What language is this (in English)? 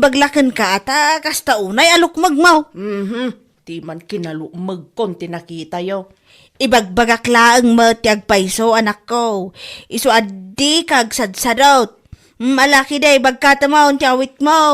Iloko